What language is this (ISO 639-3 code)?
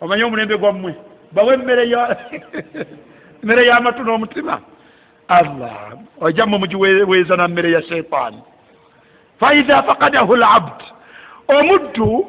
lug